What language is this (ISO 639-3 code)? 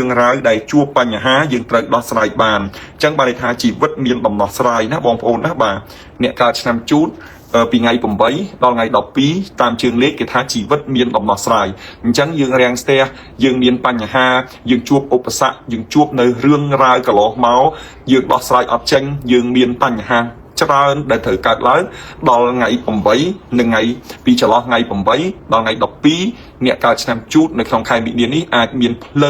khm